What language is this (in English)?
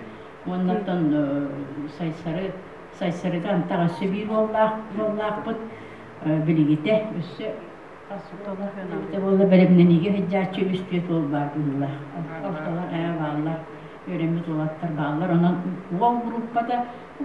Yakut